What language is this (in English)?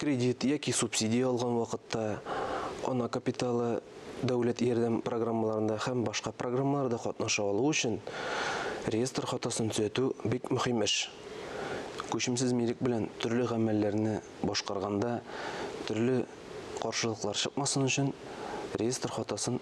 Tatar